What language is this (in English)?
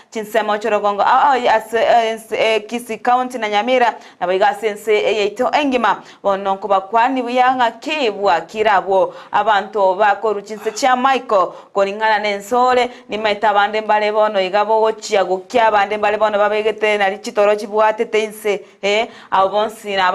Gusii